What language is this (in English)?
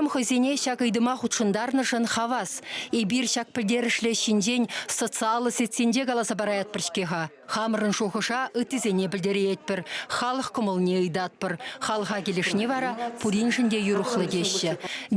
Chuvash